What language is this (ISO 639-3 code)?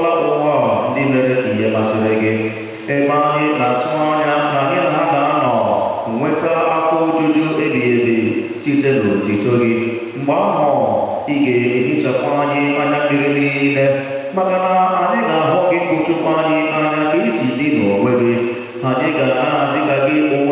ibo